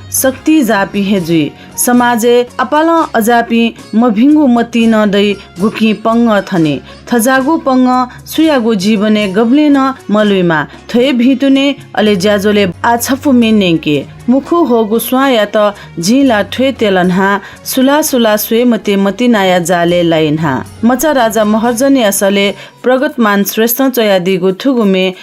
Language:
Newari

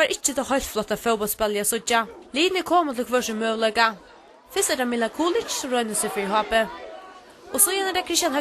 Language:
Faroese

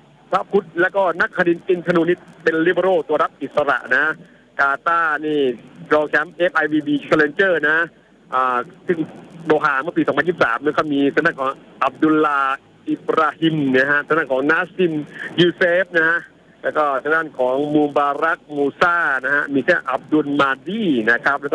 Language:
Thai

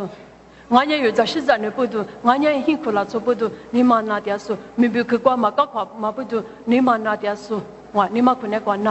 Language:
Lisu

